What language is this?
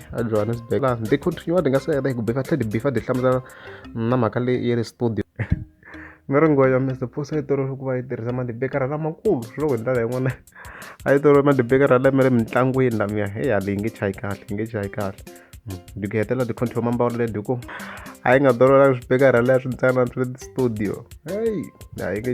Tsonga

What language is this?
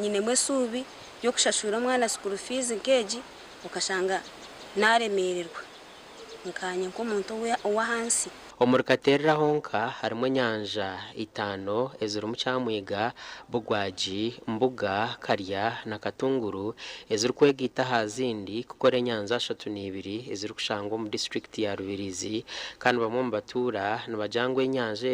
Nyankole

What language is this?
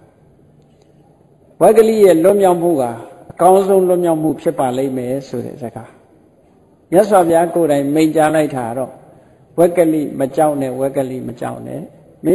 Burmese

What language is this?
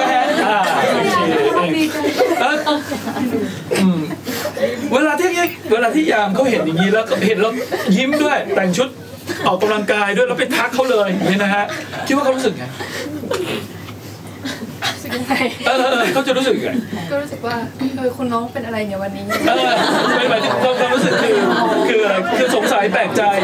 Thai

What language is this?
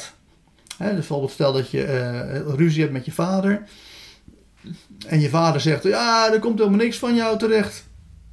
Dutch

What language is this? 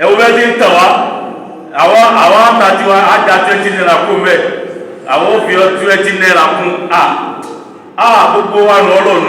Yoruba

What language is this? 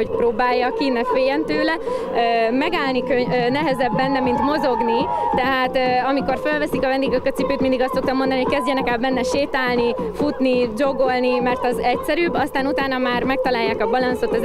Hungarian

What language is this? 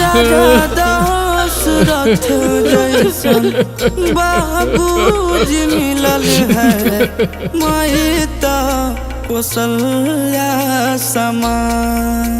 Magahi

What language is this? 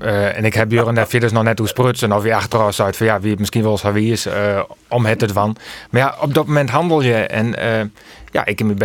Western Frisian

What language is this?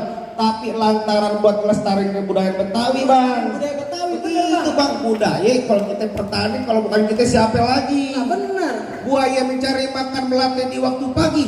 Betawi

